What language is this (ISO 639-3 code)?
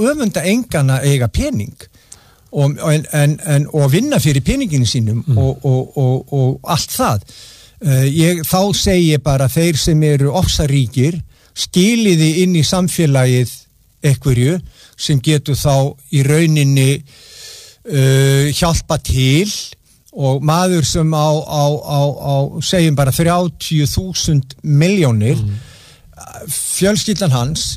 isl